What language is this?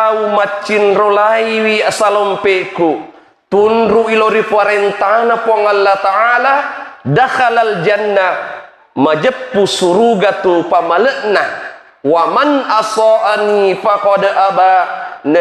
Buginese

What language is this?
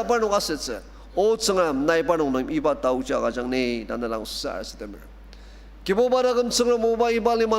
Ao Naga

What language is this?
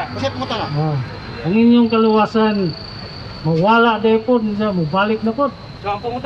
Cebuano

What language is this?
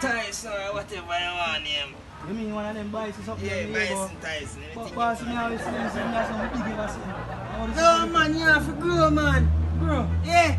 Jamaican Creole English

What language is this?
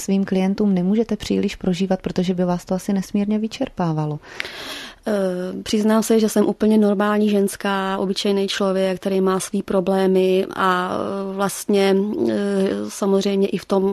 Czech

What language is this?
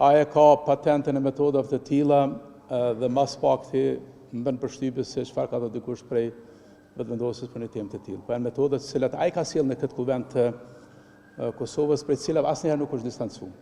Albanian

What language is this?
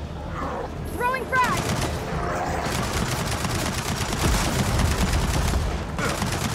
English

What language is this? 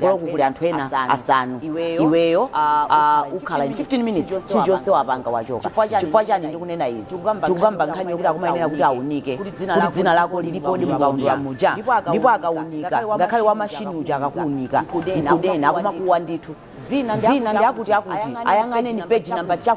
Nyanja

